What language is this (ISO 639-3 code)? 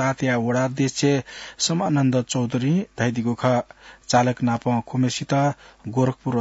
new